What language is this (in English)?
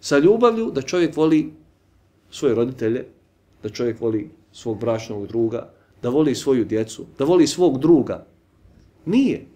Bosnian